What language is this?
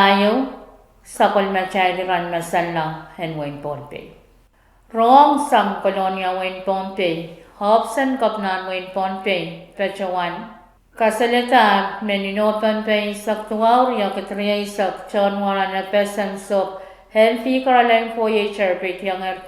Pohnpeian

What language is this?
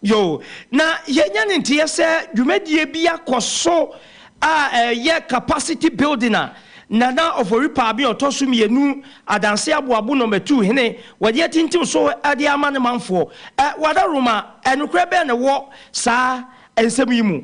Akan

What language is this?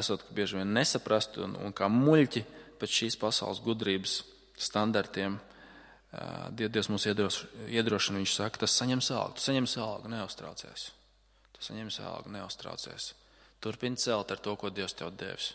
Latvian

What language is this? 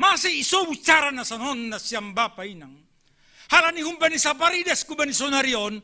Batak Simalungun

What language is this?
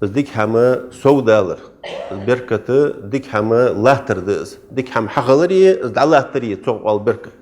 Ingush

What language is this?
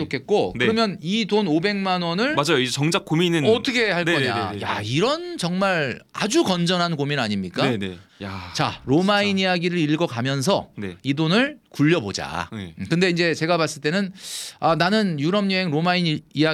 Korean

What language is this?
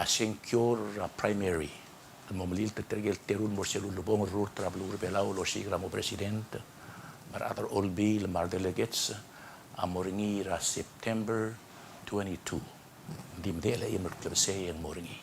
Palauan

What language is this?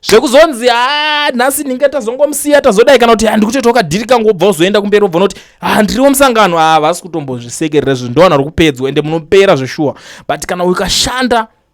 Shona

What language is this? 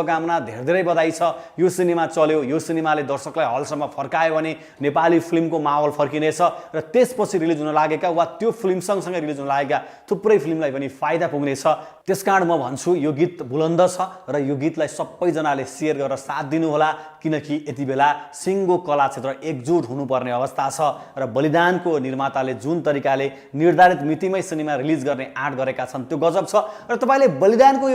Nepali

